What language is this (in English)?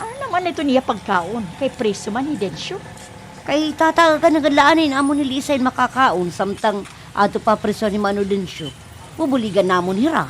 Waray